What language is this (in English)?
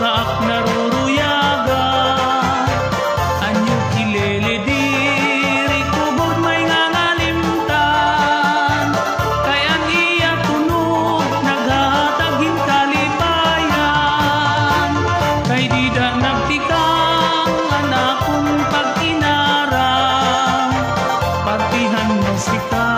Waray